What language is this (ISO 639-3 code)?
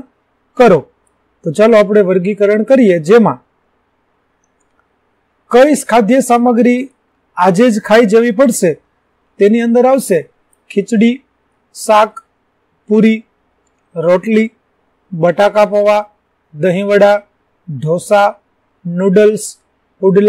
guj